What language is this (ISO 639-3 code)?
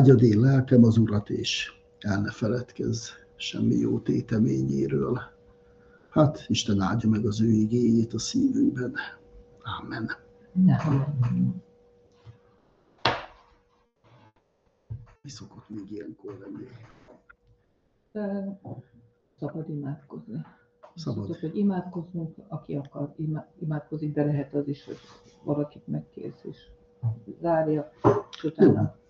hun